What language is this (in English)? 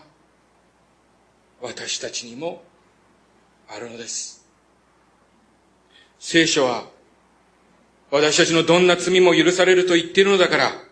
Japanese